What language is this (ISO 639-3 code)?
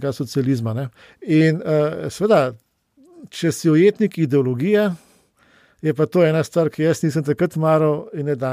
slv